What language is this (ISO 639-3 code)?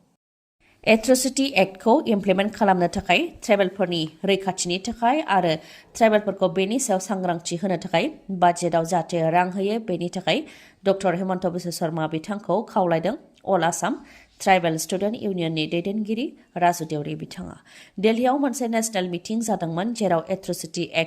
brx